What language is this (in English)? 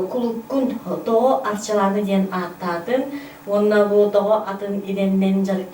Yakut